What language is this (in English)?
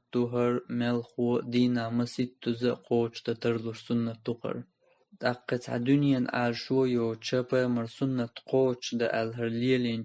Chechen